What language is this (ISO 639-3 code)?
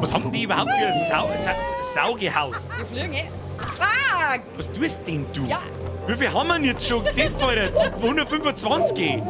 bar